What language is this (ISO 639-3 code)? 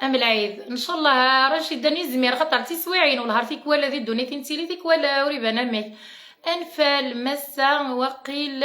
kab